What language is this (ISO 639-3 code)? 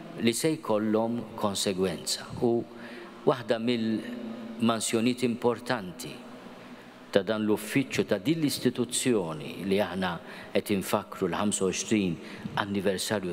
mlt